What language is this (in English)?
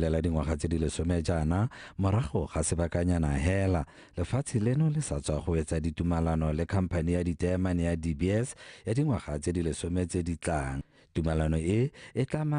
Tswana